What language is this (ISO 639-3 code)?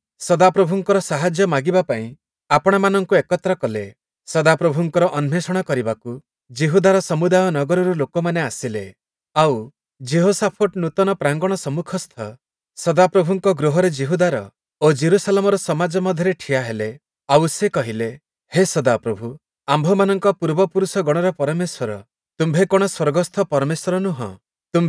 ori